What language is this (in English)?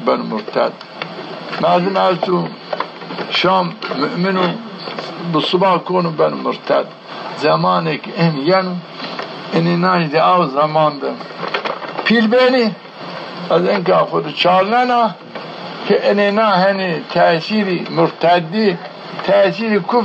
Zaza